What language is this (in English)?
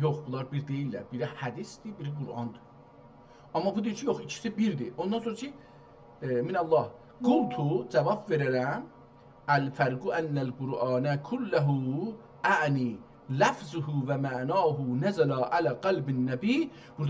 South Azerbaijani